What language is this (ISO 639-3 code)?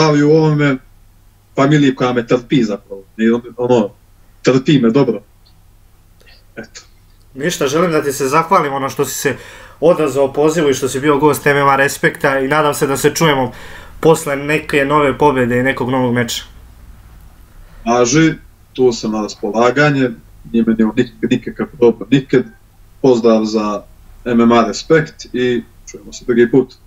srp